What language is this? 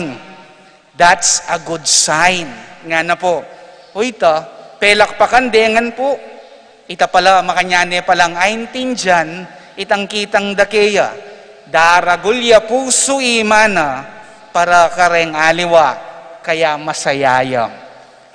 Pampanga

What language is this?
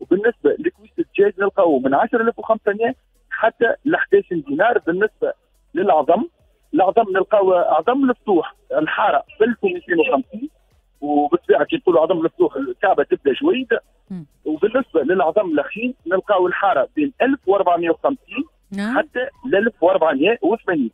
Tunisian Arabic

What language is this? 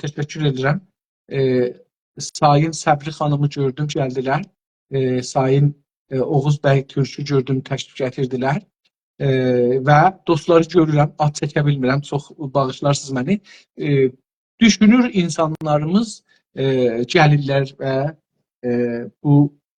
South Azerbaijani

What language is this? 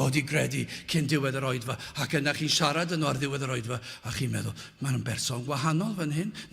Welsh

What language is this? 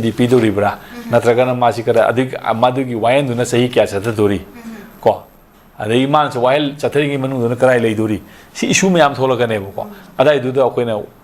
Manipuri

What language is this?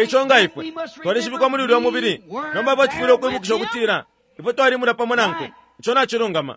Bemba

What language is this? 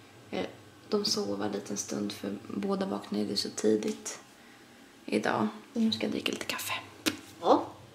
Swedish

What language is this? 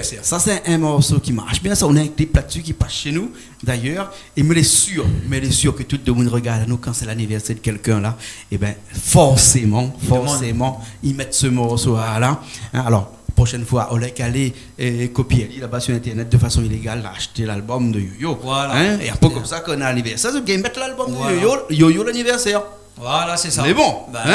Réunion Creole French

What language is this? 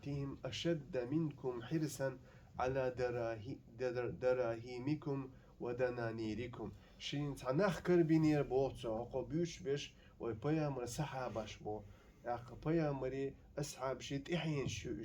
Chechen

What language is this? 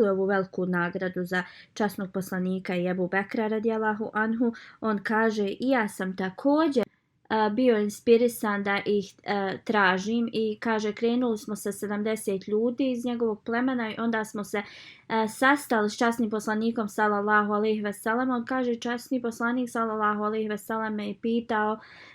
Bosnian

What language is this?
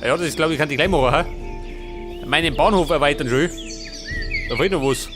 Bavarian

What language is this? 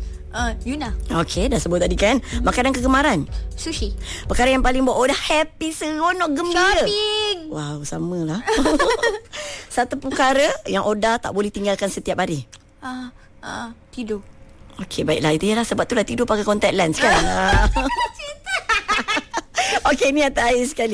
Malay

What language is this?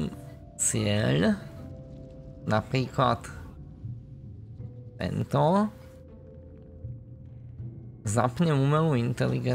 Slovak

